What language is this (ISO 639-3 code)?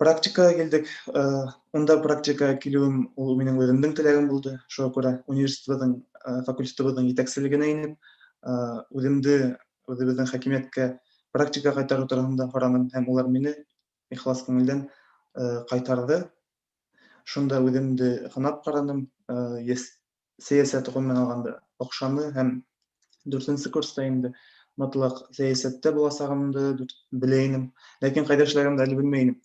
bak